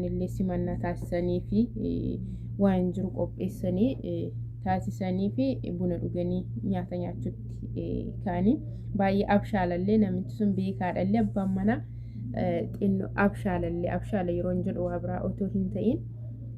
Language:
Oromo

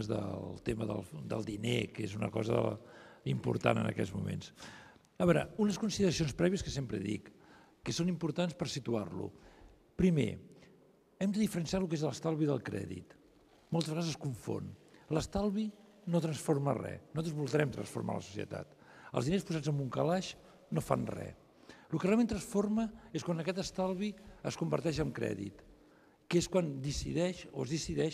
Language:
Catalan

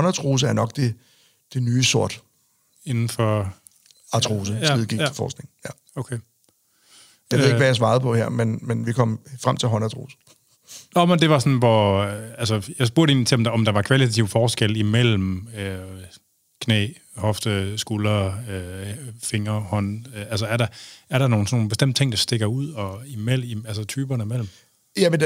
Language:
Danish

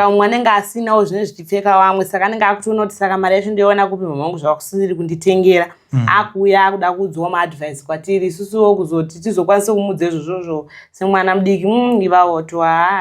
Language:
Shona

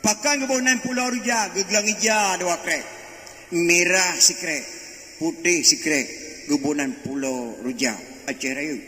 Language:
Achinese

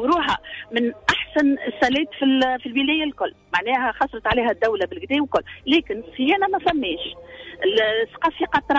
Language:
Tunisian Arabic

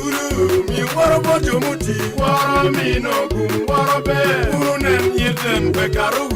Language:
Acoli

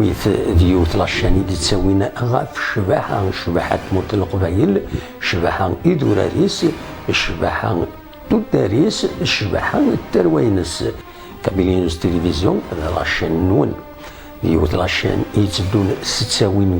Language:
Kabyle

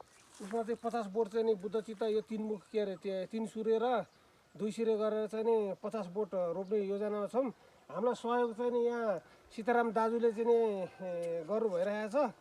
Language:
Nepali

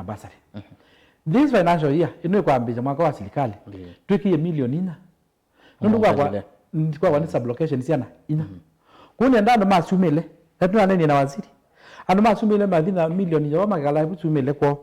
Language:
Kamba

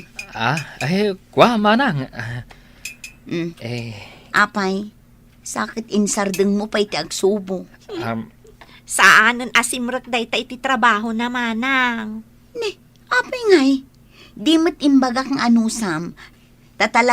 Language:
Iloko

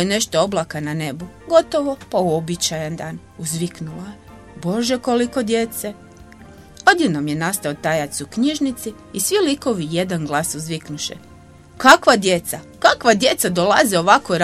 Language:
Croatian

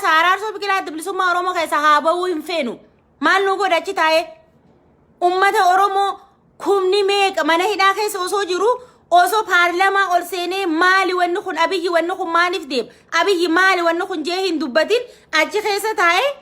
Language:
Oromo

